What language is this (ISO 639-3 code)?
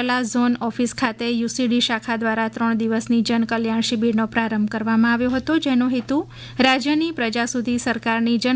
guj